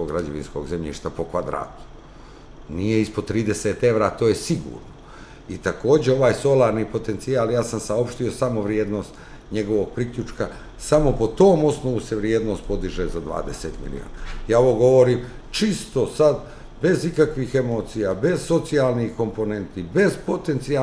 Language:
Serbian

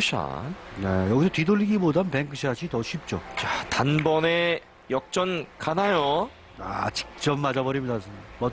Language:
Korean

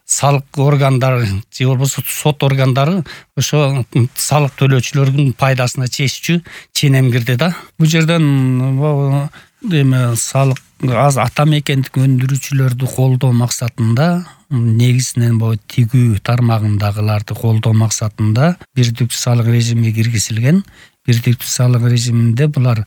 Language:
Kyrgyz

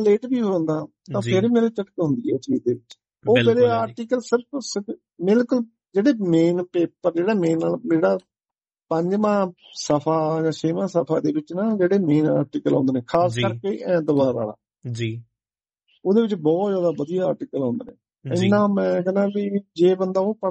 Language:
Punjabi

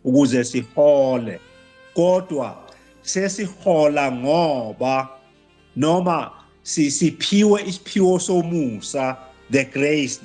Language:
Zulu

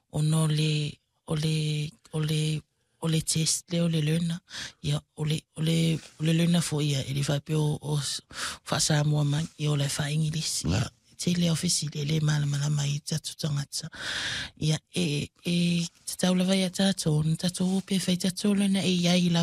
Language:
Samoan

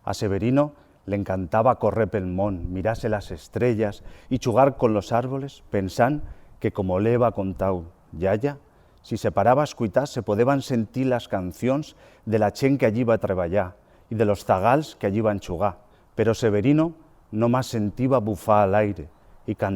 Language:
Aragonese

